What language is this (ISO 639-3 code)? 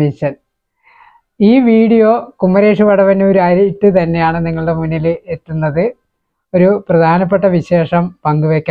mal